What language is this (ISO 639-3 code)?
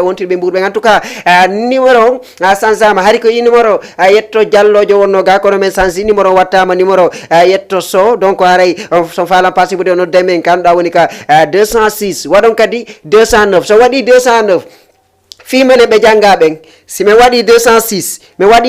ful